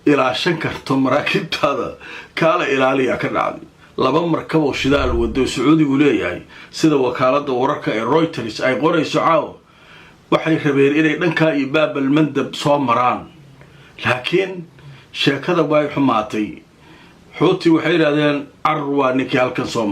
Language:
Somali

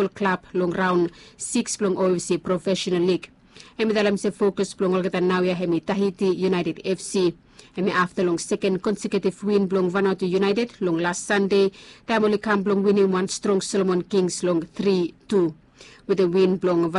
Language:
Bislama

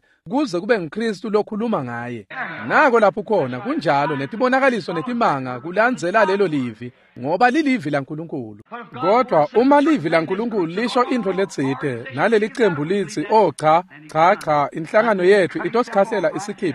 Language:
Swati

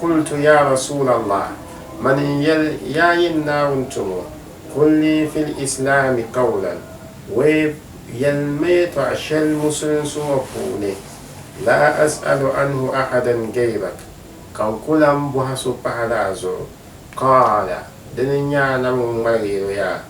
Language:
Dagbani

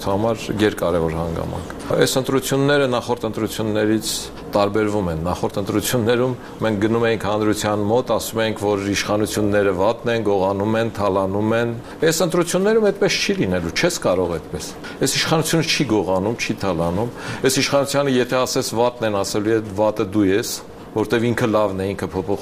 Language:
Armenian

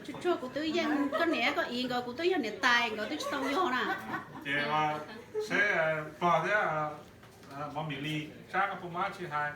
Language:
Hmong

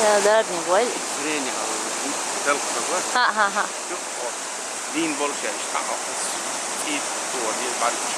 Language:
Chechen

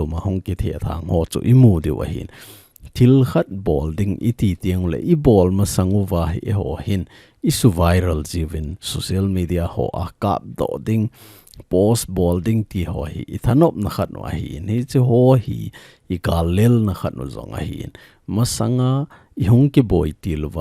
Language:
Thado Chin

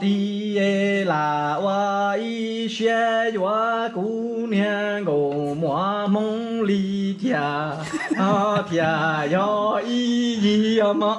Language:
Hmong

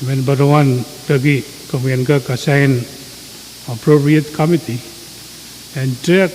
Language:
Pohnpeian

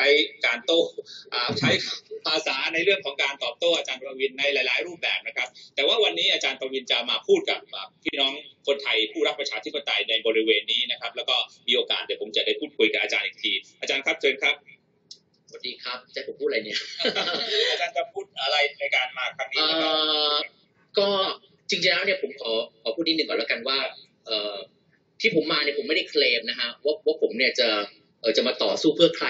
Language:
Thai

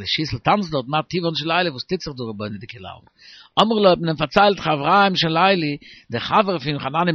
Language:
Yiddish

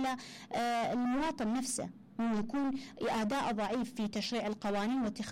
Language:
Mesopotamian Arabic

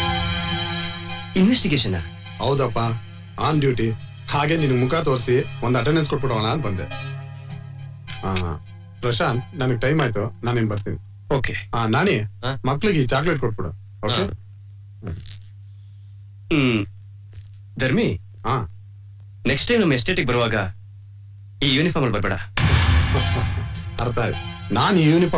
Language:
Kannada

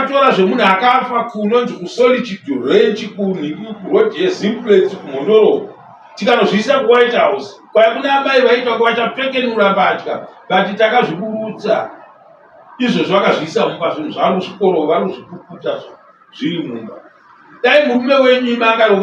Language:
Shona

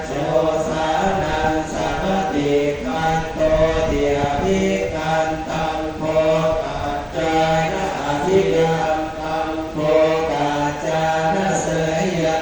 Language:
Pali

